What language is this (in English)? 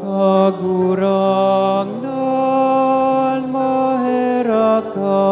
Bikol